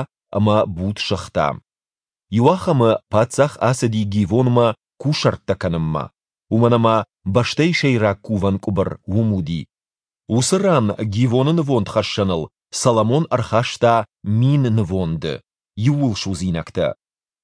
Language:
Ossetic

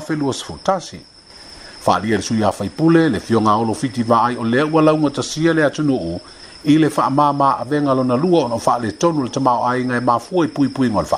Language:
Samoan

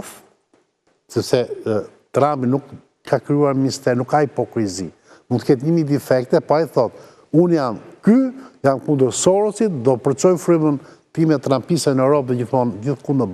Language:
Albanian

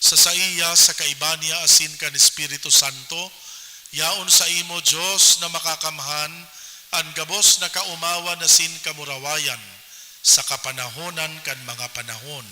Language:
Bikol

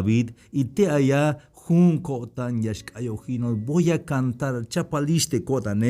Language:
Tzeltal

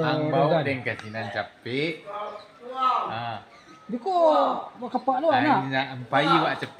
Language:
Minangkabau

